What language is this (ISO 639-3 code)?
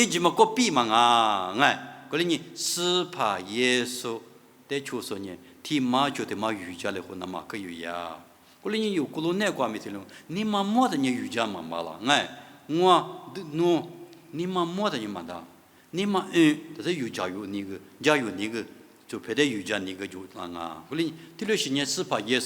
lis